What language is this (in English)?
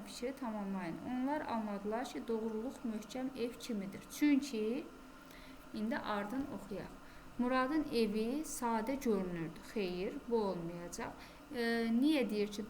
Azerbaijani